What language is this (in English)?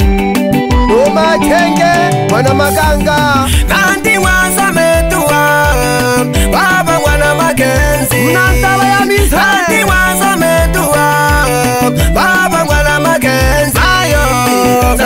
Swahili